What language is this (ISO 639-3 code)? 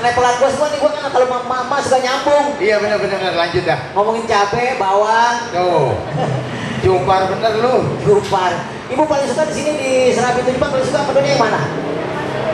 bew